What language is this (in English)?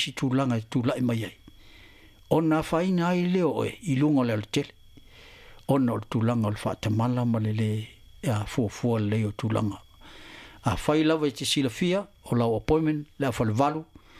Samoan